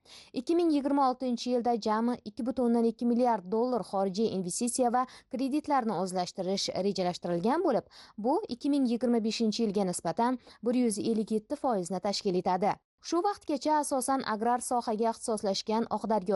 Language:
Uzbek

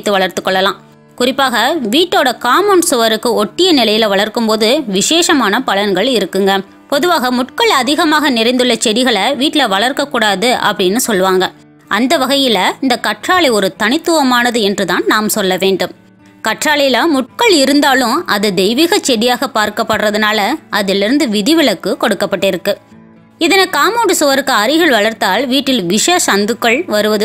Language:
Tamil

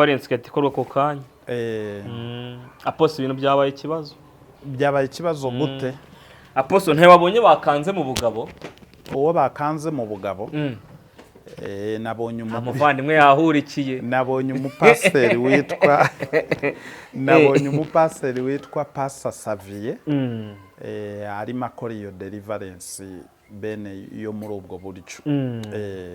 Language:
Kinyarwanda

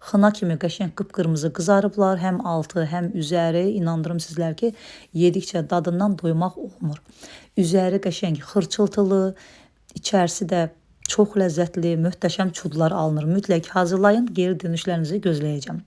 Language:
Azerbaijani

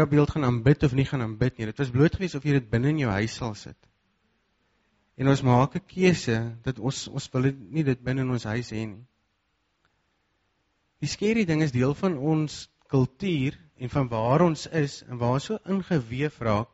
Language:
Afrikaans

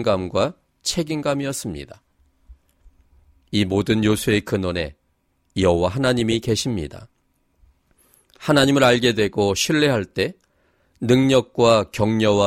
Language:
Korean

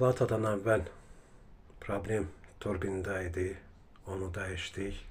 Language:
Azerbaijani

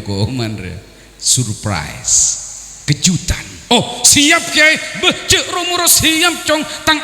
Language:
Madurese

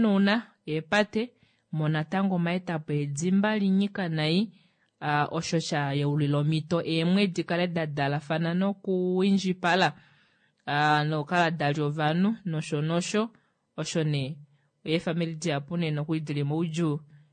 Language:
Kuanyama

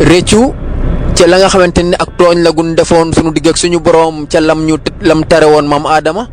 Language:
Wolof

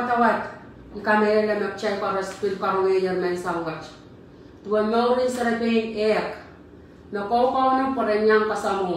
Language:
Pohnpeian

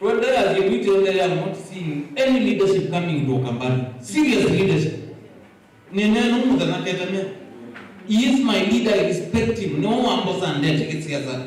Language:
Kamba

